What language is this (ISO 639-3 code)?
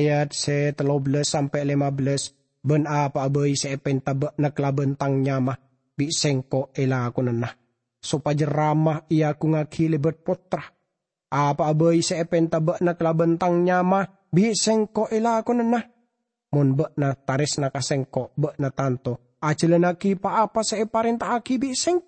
mad